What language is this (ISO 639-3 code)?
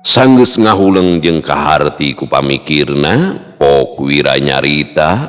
sun